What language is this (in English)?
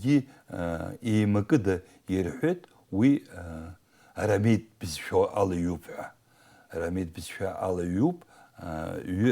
Abkhazian